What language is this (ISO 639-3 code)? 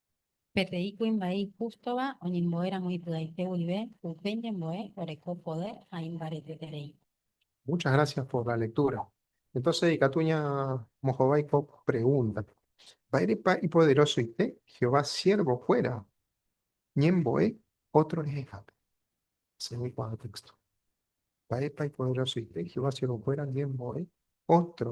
grn